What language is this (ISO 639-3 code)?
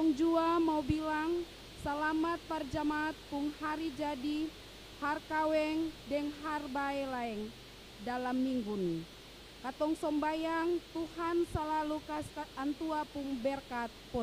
abs